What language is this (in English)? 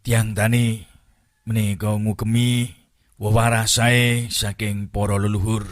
Javanese